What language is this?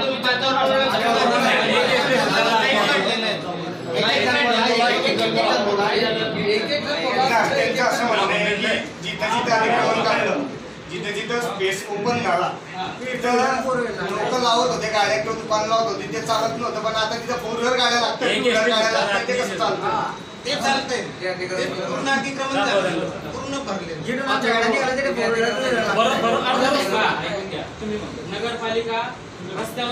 Marathi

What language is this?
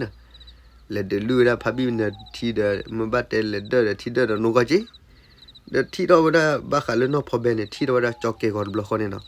S'gaw Karen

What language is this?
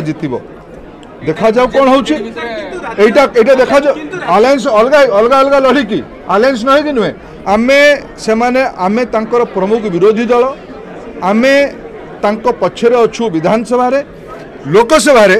Odia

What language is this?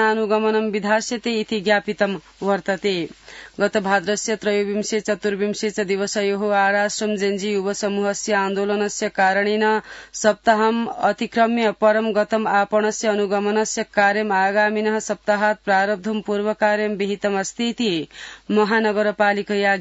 Sanskrit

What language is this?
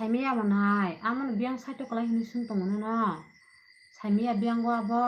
Kok Borok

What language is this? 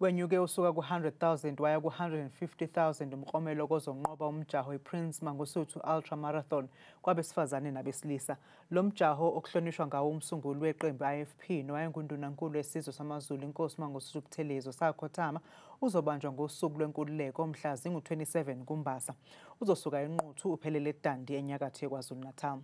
Zulu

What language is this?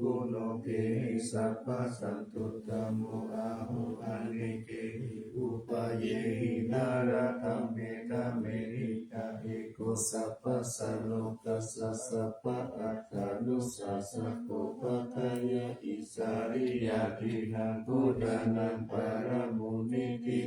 Pali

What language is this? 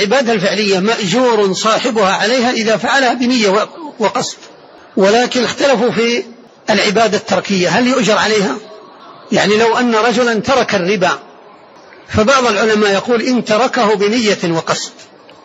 Arabic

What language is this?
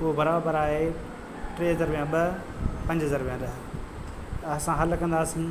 Sindhi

